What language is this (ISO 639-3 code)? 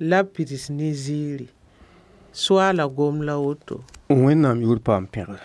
mos